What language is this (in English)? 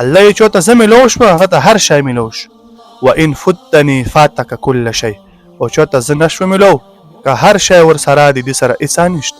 Pashto